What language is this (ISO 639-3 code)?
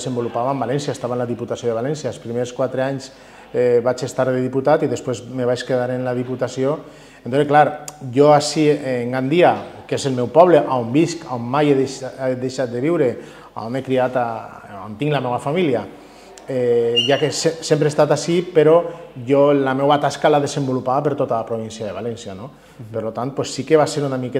cat